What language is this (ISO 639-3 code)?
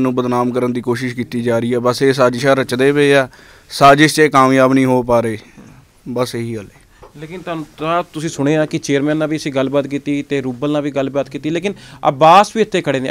pan